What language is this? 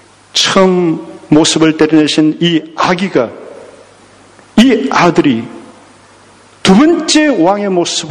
Korean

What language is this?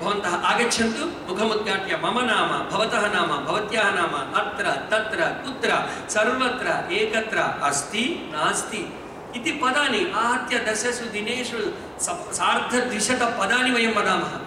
Sanskrit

